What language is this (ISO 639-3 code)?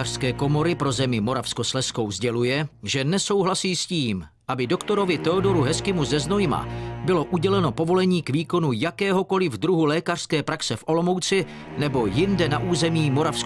ces